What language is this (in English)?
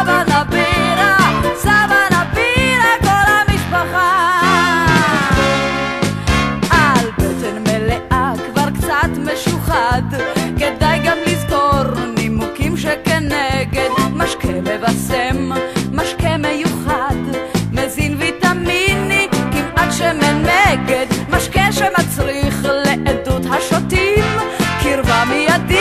Hebrew